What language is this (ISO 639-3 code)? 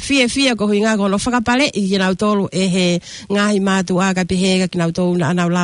ton